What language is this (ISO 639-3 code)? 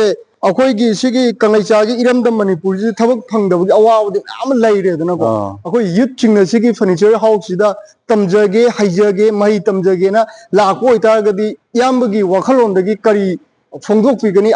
mni